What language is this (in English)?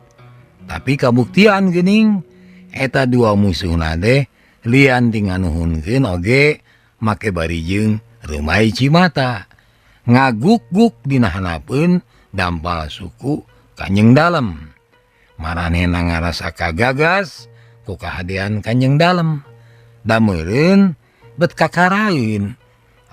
Sundanese